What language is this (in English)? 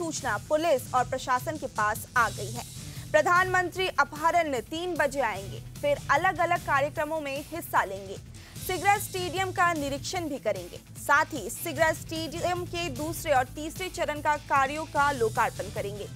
Hindi